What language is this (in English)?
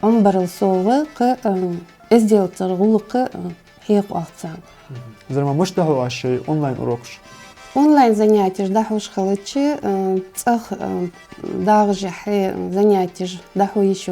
Chechen